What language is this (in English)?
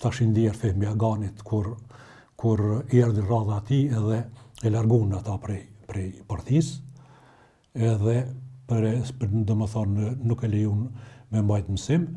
Albanian